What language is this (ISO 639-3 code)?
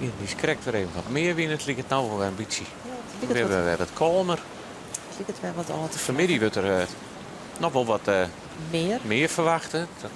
fry